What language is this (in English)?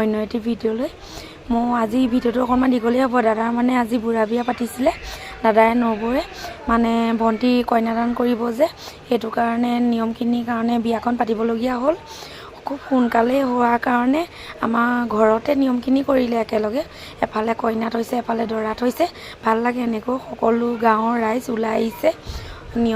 Assamese